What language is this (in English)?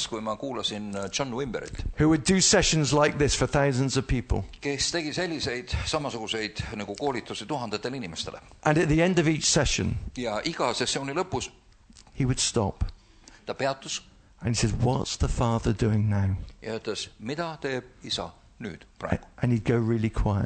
Estonian